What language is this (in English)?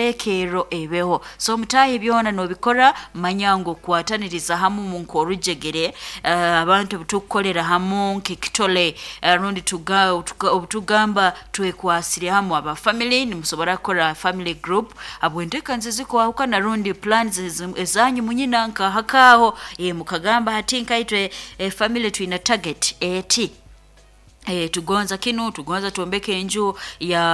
Nyoro